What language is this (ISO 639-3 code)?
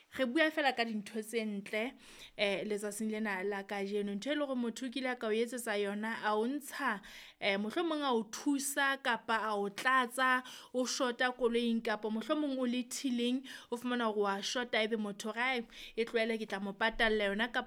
sot